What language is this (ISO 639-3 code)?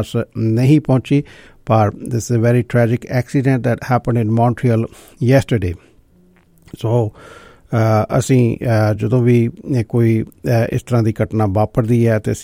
pan